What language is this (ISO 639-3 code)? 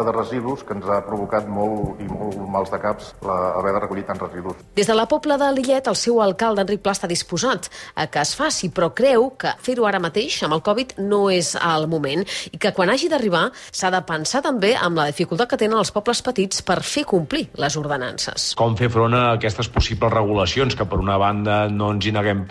cat